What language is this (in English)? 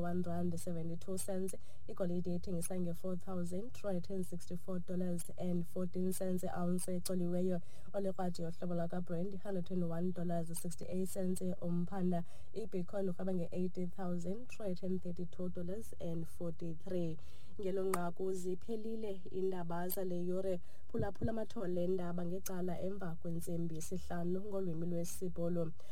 Xhosa